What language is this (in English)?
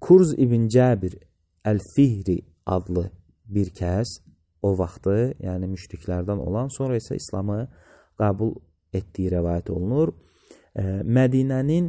Azerbaijani